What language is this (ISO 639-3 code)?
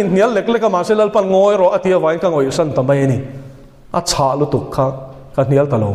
lus